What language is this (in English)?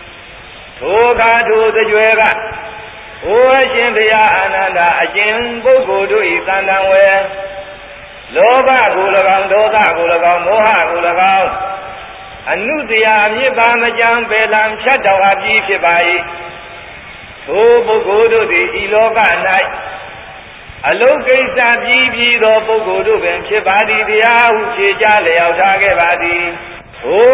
Burmese